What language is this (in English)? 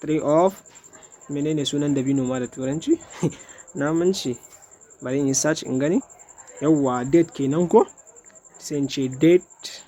Hausa